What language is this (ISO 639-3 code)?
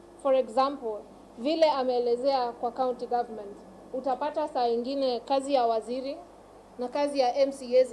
kam